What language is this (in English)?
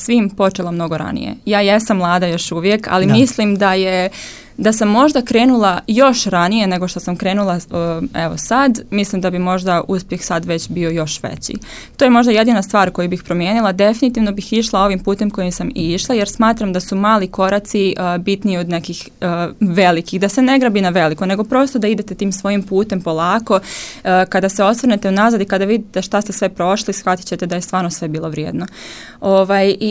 Serbian